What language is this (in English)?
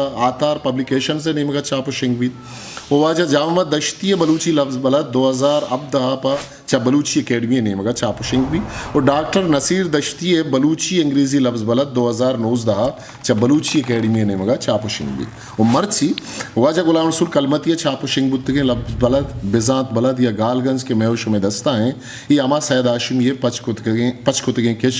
Eastern Balochi